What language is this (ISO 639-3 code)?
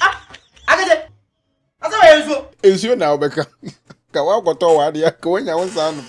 aka